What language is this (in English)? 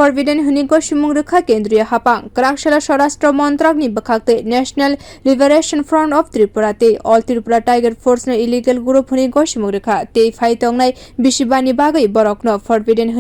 Kok Borok